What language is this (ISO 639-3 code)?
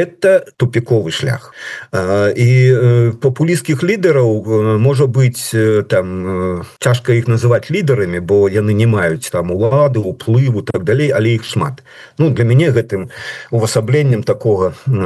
bel